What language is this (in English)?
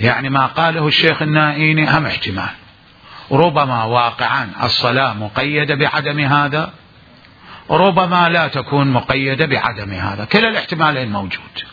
Mesopotamian Arabic